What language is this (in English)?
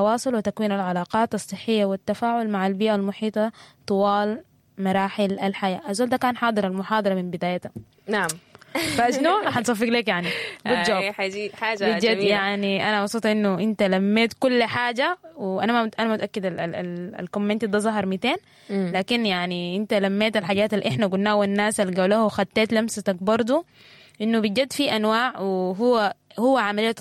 Sudanese Arabic